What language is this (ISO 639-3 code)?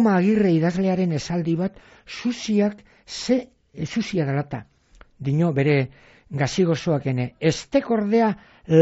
eus